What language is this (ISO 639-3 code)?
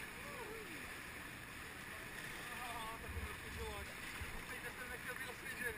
ces